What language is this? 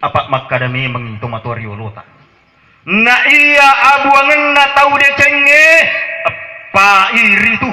Buginese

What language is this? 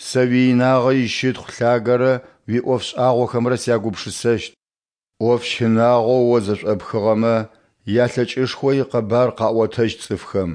Adyghe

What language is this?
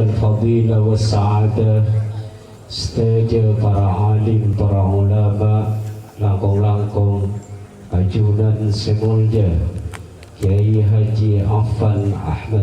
Madurese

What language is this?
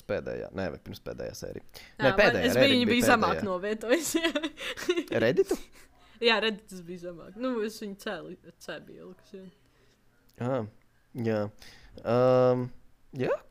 Latvian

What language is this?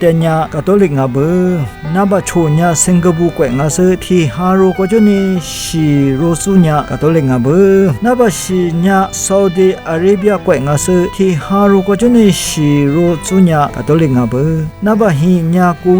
Lisu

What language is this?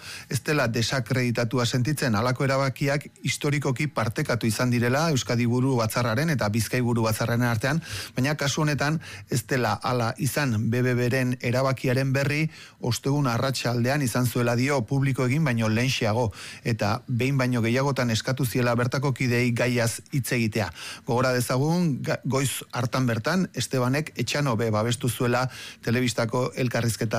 Basque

